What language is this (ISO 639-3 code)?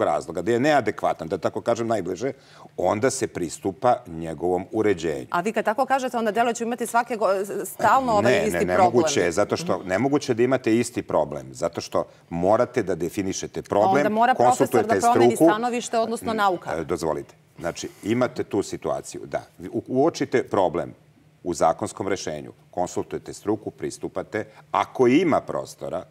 srp